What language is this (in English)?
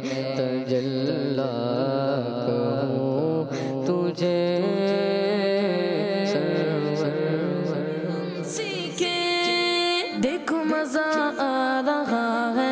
Hindi